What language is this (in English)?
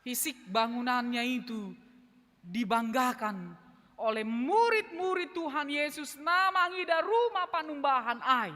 Batak Simalungun